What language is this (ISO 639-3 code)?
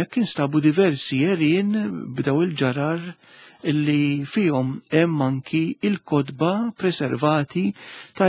mlt